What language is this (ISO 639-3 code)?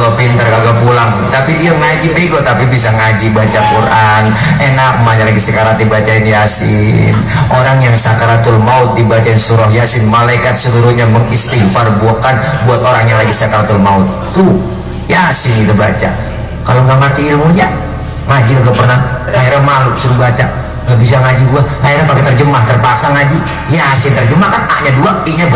bew